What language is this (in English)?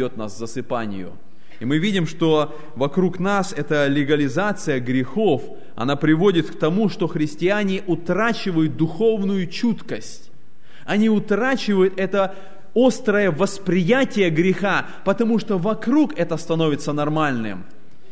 Russian